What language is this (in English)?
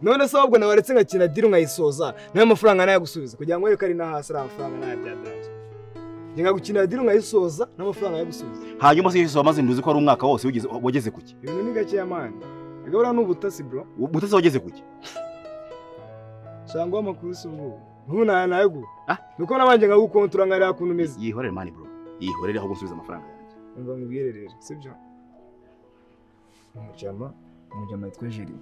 Kinyarwanda